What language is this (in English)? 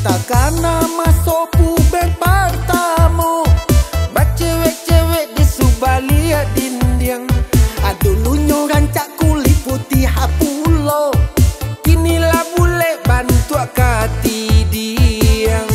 Minangkabau